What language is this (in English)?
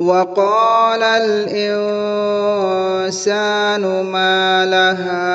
Divehi